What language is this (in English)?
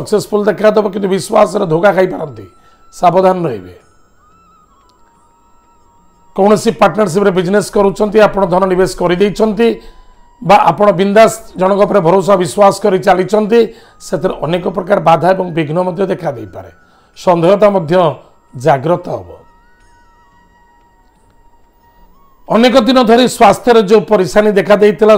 Odia